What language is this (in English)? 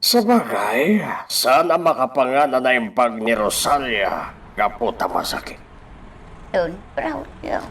Iloko